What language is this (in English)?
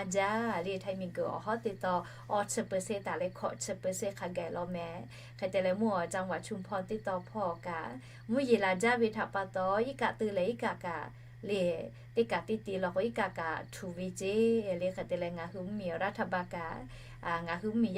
Lahu